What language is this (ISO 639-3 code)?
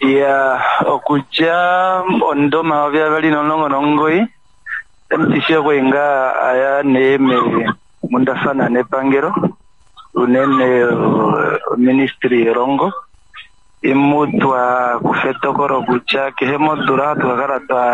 kua